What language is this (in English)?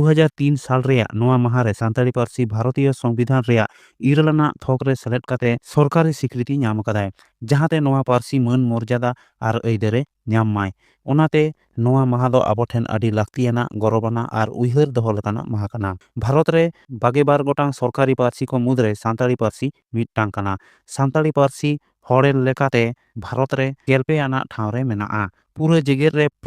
Santali